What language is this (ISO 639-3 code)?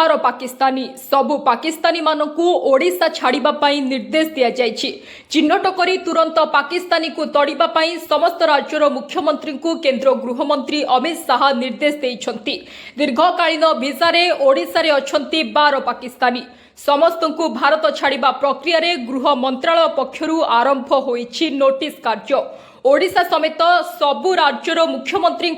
ori